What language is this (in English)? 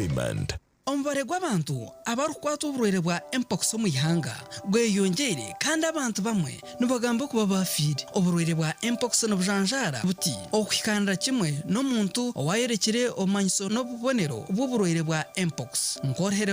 Nyankole